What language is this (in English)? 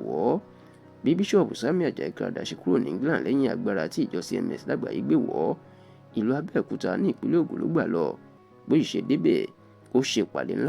Yoruba